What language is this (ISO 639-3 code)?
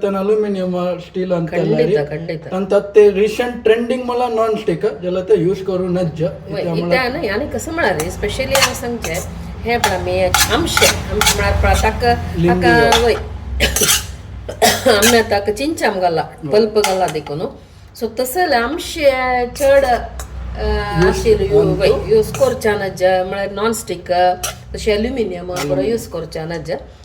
kok